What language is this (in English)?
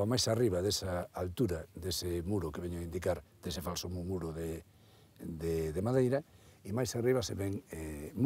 Galician